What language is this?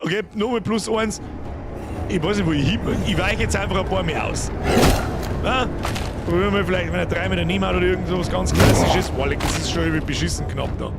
Bavarian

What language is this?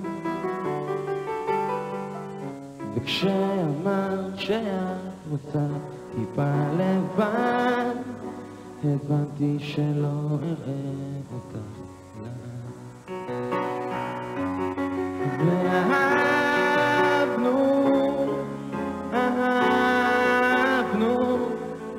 Hebrew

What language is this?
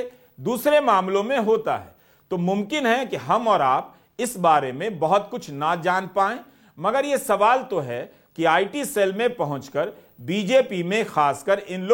Hindi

